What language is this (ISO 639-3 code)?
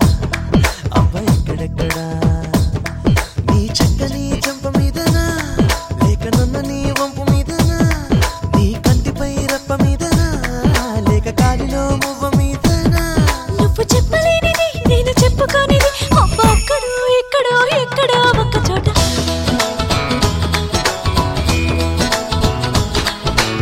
tel